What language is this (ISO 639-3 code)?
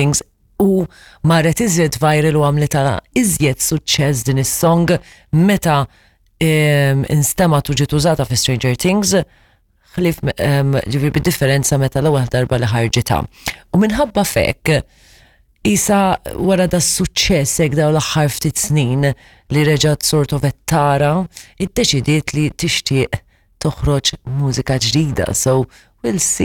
mlt